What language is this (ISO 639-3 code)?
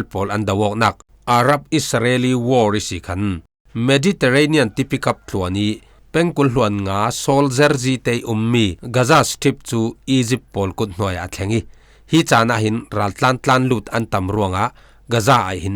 cfm